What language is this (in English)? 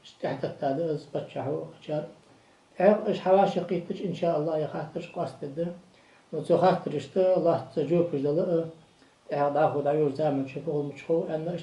Ingush